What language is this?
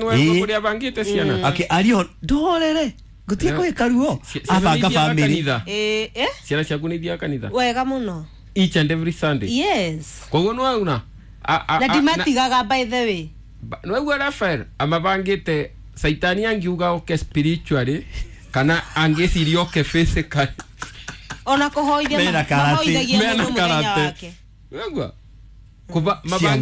Kikuyu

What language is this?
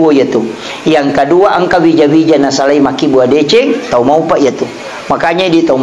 Buginese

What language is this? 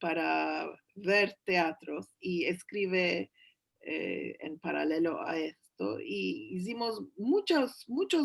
Ladino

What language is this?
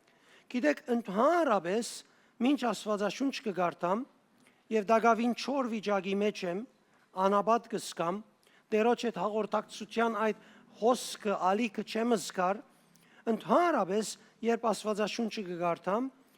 Western Armenian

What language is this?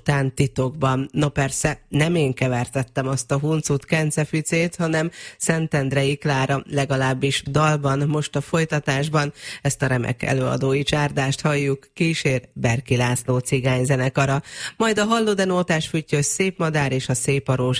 Hungarian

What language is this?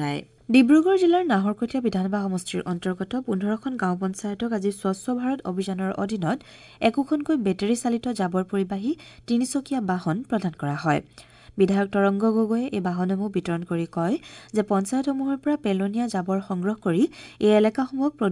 Assamese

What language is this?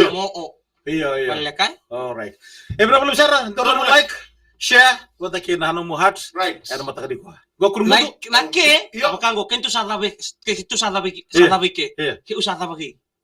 Fijian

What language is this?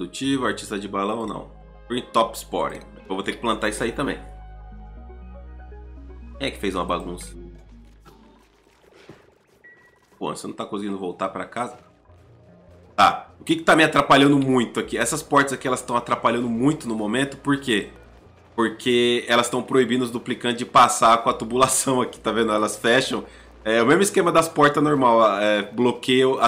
Portuguese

